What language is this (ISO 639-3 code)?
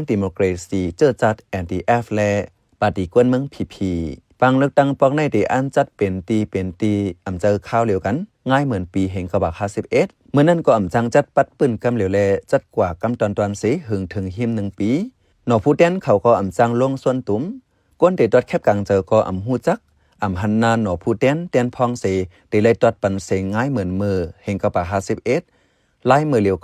shn